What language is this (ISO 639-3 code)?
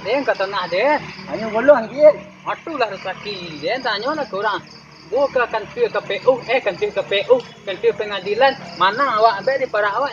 min